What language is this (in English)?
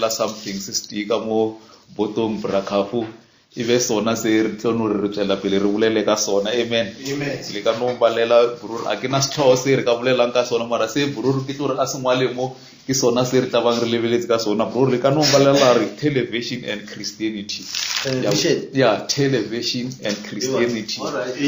Northern Sotho